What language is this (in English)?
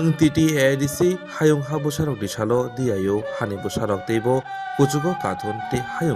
Kok Borok